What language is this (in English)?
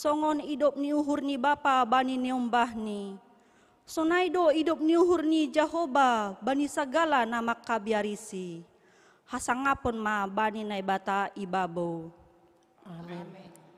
Batak Simalungun